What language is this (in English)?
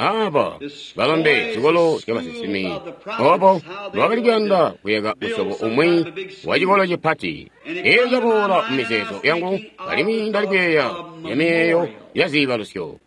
Tonga (Zambia)